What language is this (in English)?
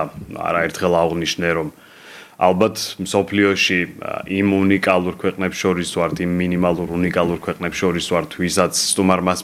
Georgian